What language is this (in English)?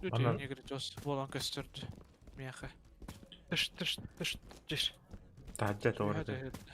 Yakut